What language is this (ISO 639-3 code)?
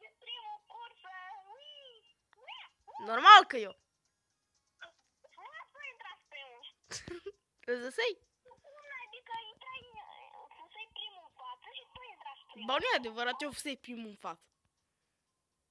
ron